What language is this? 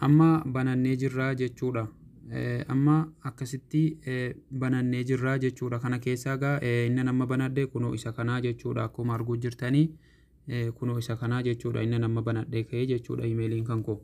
Oromo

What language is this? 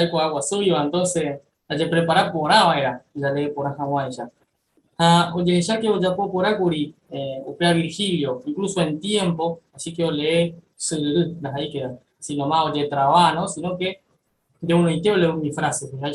Guarani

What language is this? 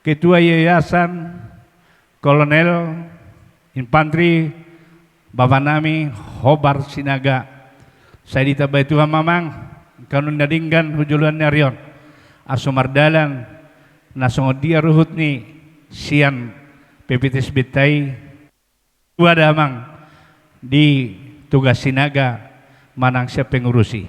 Batak Toba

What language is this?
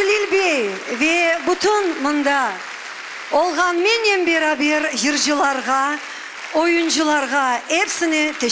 Crimean Tatar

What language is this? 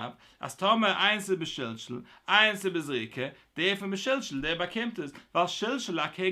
Yiddish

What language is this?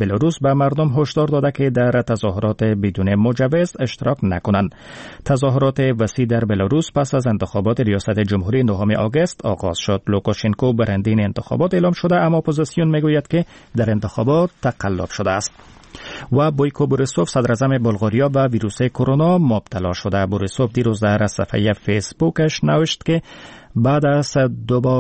Persian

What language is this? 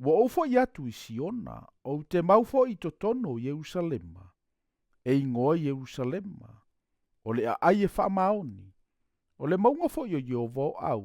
Samoan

